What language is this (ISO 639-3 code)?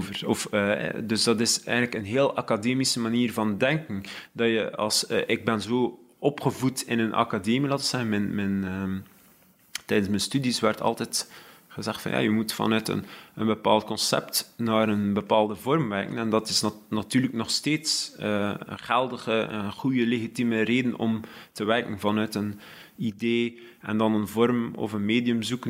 nld